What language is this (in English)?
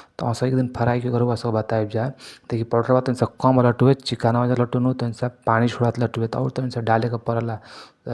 Bhojpuri